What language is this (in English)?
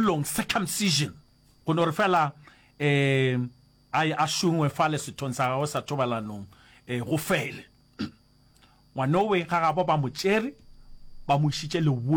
Northern Sotho